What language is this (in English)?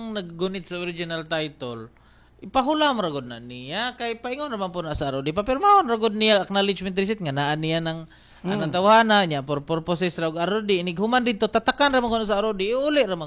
Cebuano